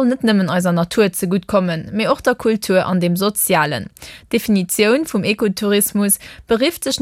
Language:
Luxembourgish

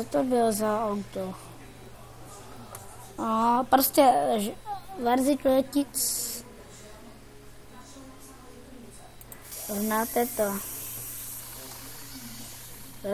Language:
Czech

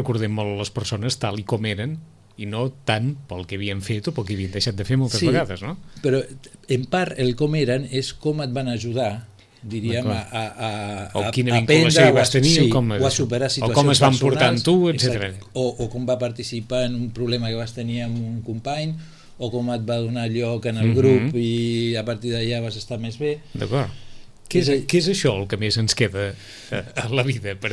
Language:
Catalan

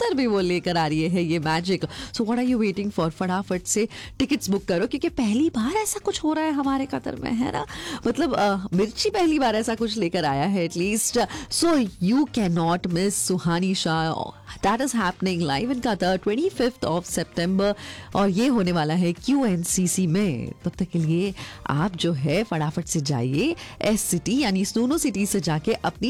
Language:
Hindi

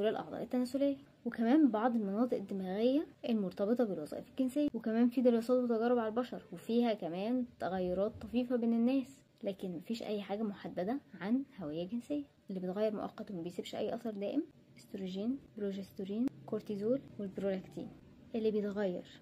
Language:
Egyptian Arabic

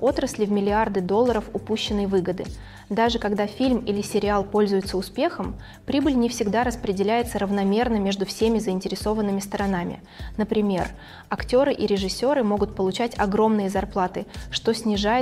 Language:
Russian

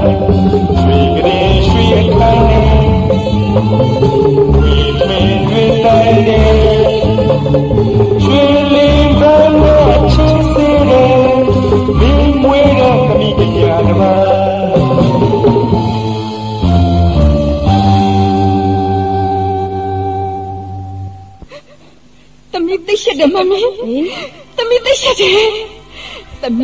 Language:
Burmese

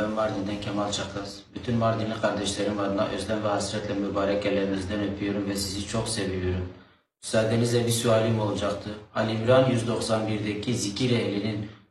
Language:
Turkish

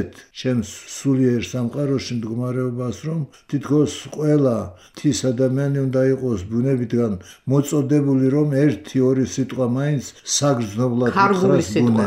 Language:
Georgian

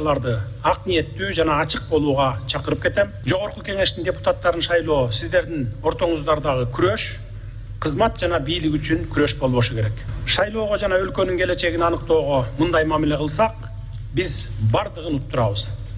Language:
Kyrgyz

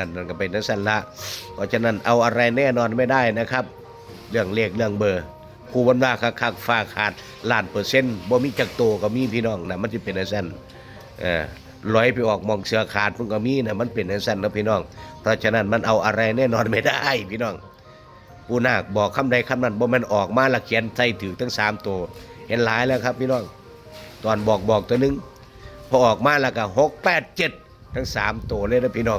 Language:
Northeastern Thai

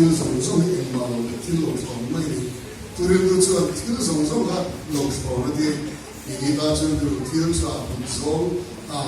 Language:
Mizo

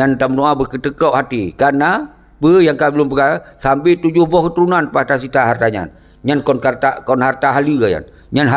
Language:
Achinese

